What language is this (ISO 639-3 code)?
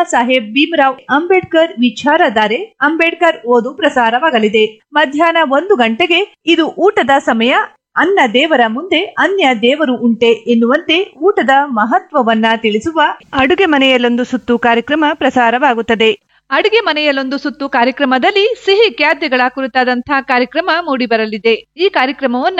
kan